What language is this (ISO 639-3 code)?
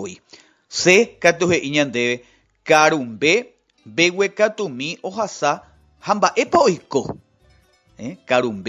grn